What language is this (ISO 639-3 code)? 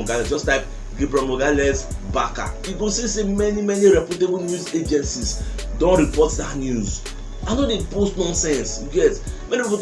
pcm